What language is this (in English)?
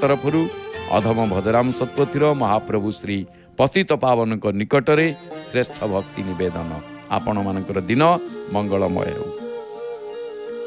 Odia